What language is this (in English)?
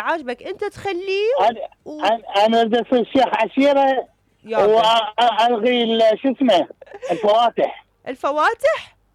Mesopotamian Arabic